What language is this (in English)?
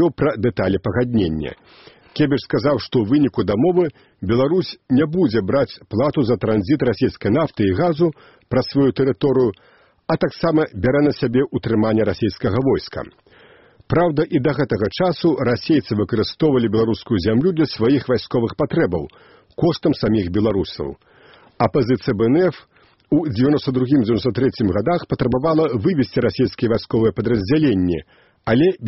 Belarusian